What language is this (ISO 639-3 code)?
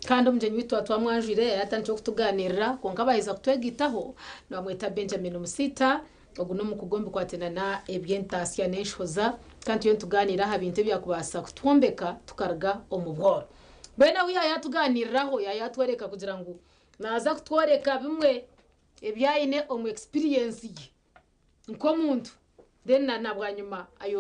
nyn